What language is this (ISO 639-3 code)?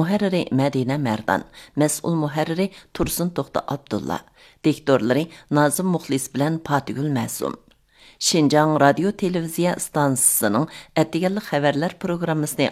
uig